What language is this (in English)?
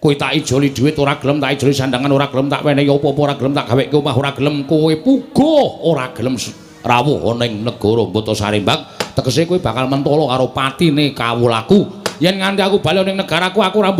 Javanese